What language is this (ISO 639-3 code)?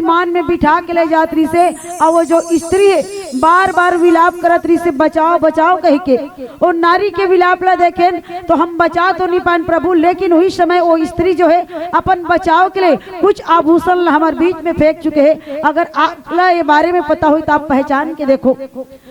hne